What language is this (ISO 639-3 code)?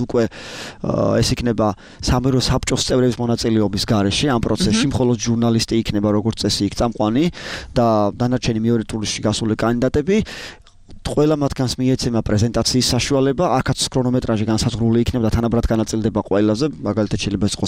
kat